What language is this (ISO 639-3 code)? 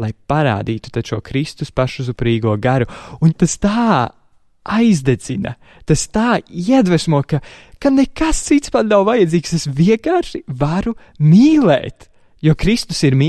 lav